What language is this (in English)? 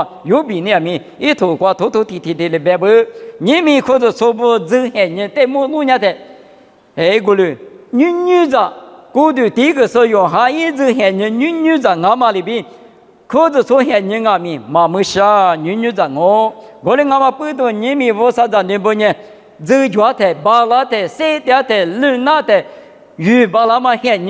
Lisu